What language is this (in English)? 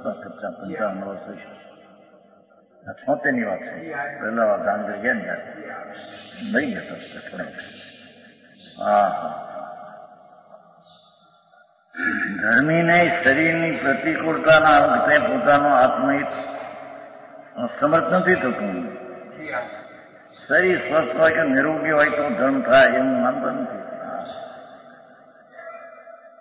Gujarati